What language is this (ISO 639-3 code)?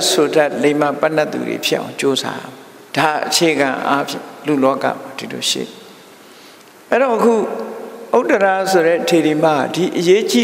mya